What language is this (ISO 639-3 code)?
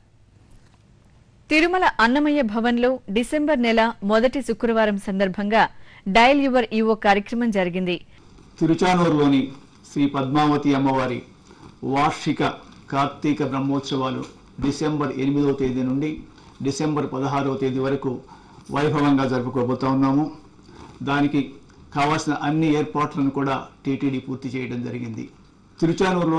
tel